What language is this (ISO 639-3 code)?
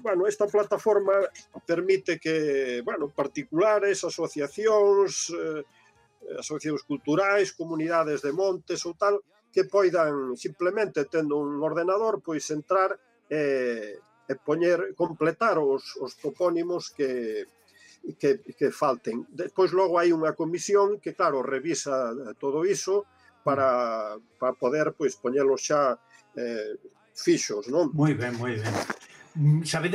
glg